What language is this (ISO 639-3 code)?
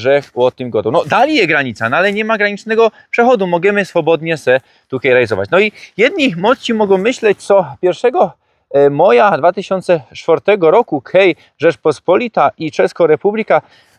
szl